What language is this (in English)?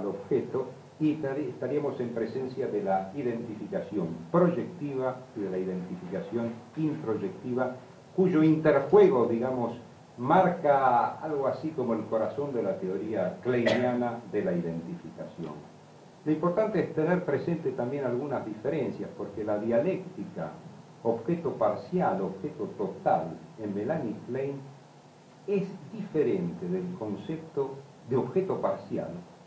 Spanish